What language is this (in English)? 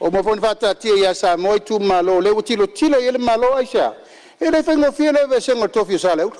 Samoan